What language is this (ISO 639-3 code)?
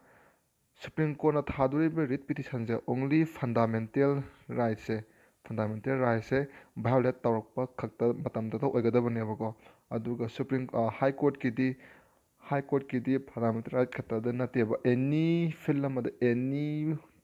mni